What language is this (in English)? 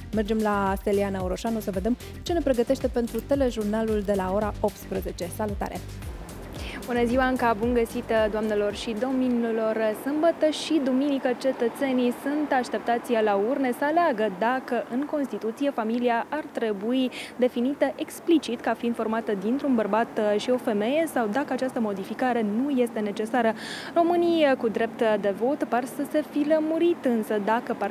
Romanian